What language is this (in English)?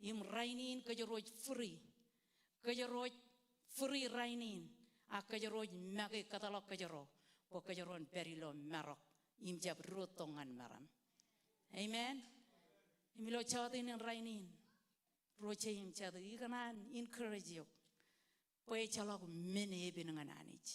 Marshallese